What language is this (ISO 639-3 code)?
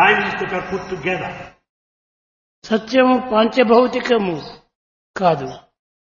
tel